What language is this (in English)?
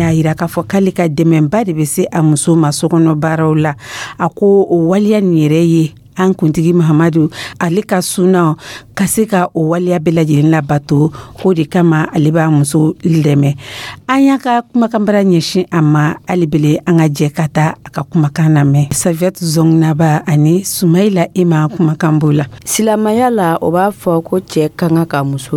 Dyula